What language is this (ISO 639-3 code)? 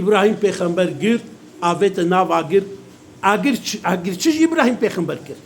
kur